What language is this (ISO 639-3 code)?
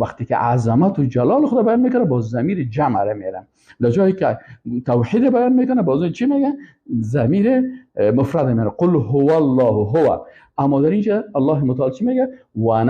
fas